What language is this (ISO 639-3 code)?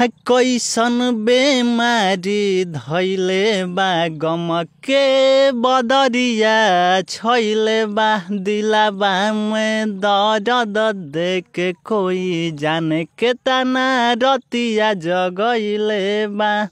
bho